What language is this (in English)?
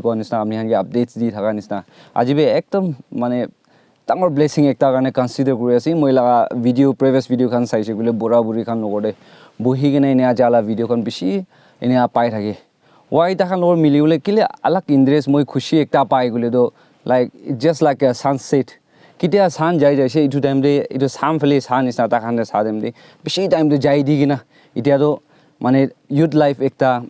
Naga Pidgin